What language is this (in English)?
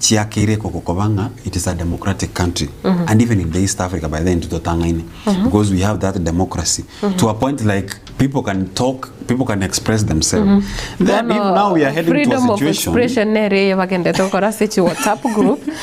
Gusii